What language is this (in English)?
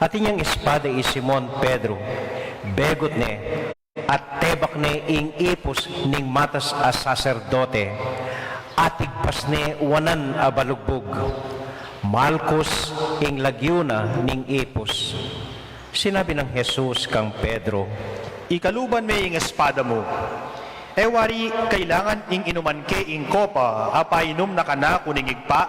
Pampanga